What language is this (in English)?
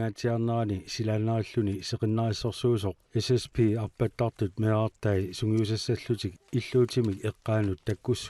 Kalaallisut